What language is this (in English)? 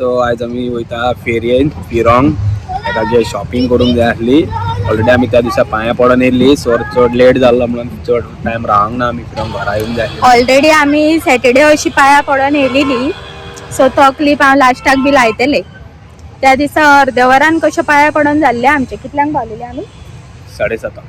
Konkani